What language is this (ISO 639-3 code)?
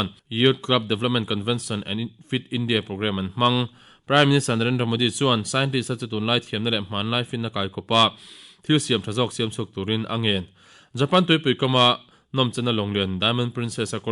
lus